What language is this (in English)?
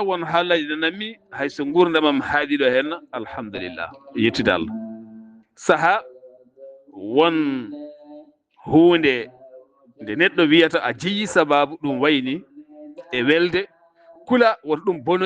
Fula